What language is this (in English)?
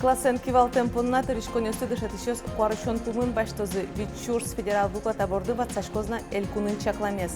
Udmurt